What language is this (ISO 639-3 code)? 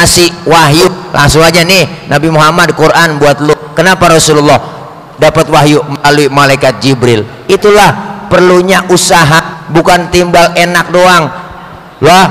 bew